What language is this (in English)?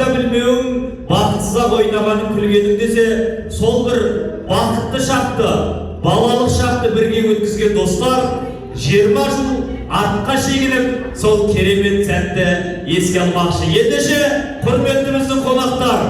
Kazakh